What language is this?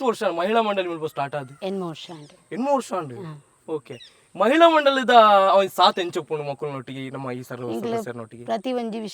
Tulu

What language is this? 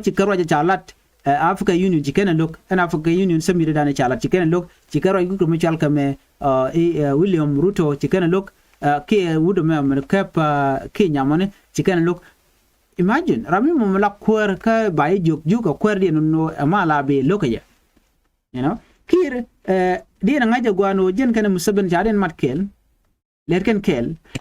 Nuer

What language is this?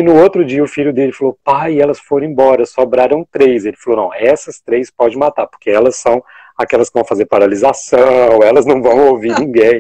Portuguese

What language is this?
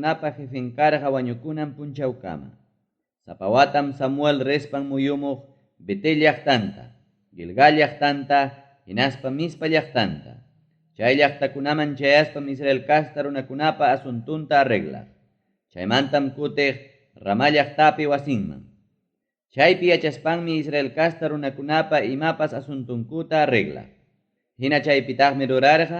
Ayacucho Quechua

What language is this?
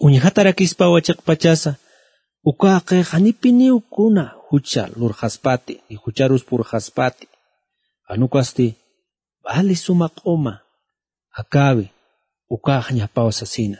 Aymara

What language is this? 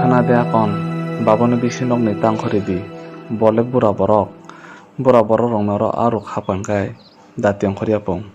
Kok Borok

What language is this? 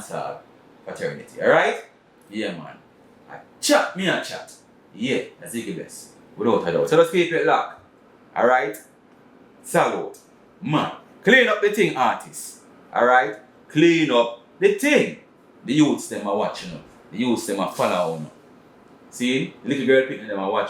Jamaican Creole English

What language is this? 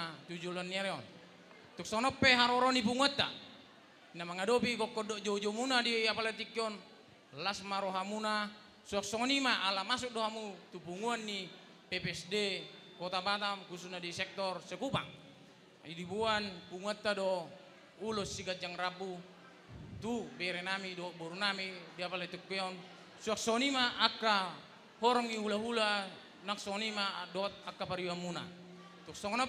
Batak Toba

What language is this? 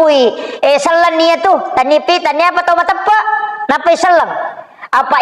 Buginese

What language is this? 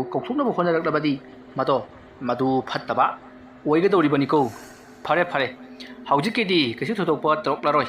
Manipuri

